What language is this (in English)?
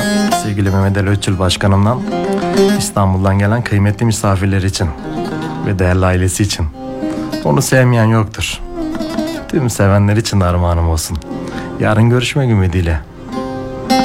Turkish